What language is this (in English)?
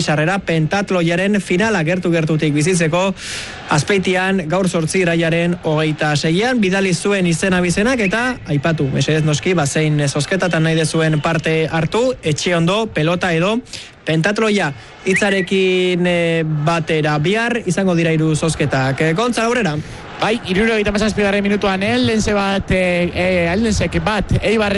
Basque